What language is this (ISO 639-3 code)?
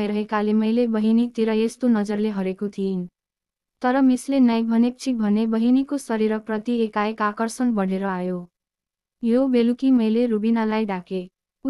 nep